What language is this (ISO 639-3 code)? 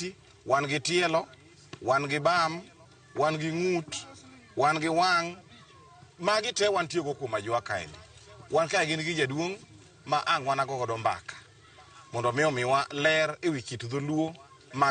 luo